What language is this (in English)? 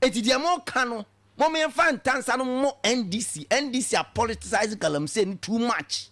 Akan